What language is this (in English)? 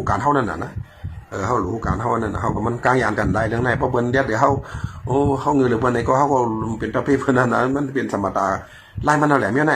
Shan